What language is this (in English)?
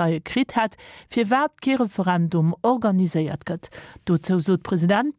Luxembourgish